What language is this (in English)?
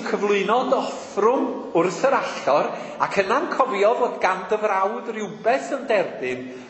Welsh